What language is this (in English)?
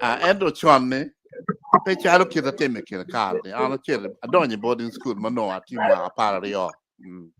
Acoli